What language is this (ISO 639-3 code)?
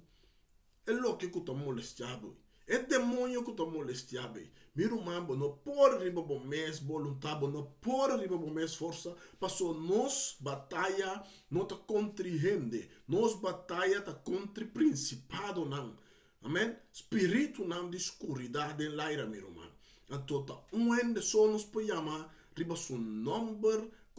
pap